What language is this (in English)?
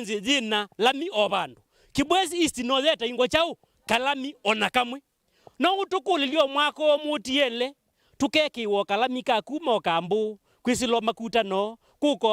Kamba